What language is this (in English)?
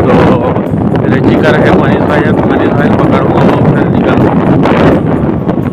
Chhattisgarhi